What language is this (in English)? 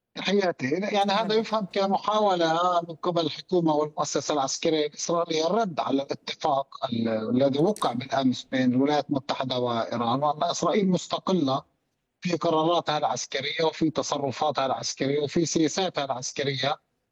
Arabic